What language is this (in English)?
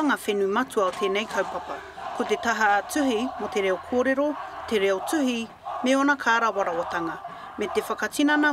Māori